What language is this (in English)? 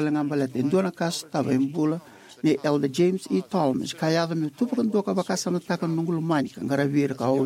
Fijian